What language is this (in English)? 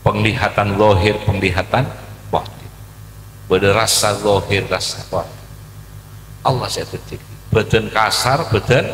Madurese